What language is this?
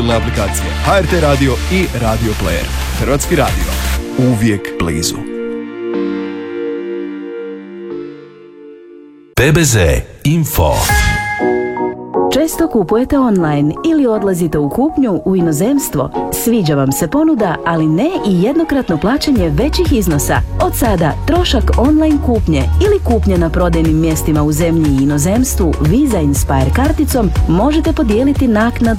Croatian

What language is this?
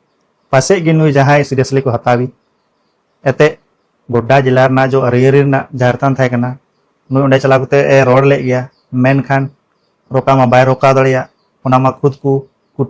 Santali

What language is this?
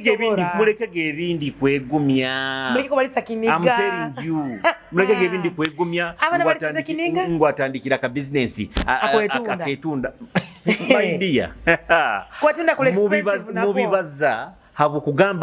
Nyoro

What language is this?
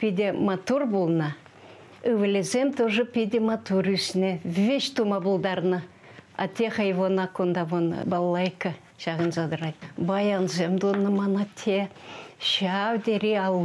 Chuvash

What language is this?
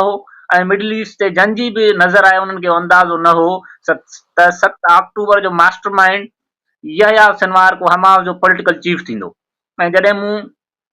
Sindhi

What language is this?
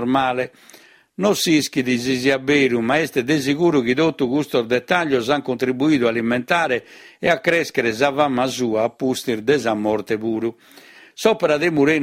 Sardinian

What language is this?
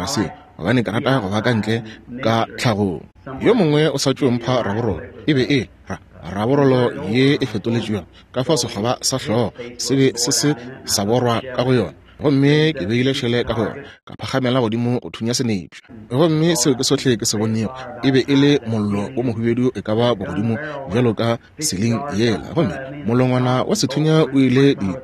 Northern Sotho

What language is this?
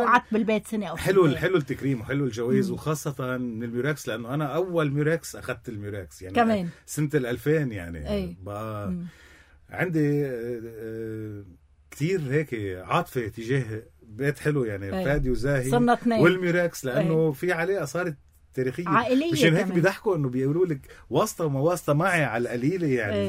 North Levantine Arabic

